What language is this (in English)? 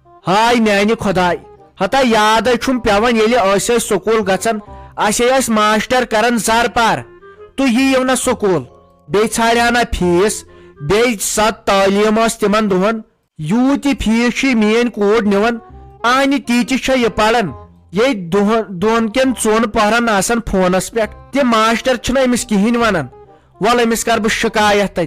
Kashmiri